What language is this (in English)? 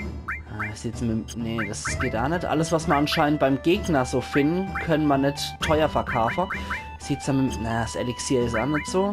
Palatine German